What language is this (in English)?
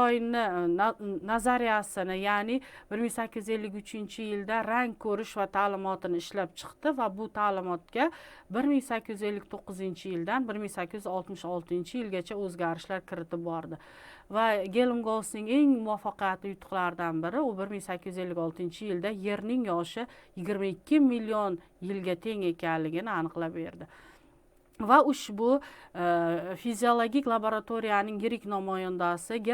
Uzbek